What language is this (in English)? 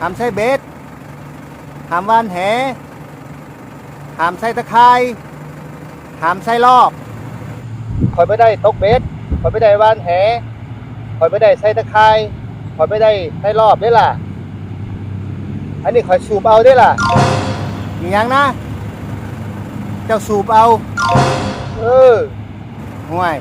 Lao